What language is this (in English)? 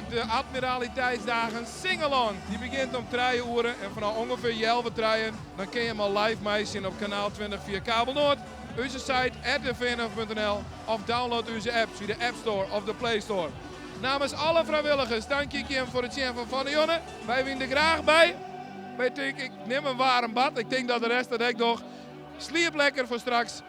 Western Frisian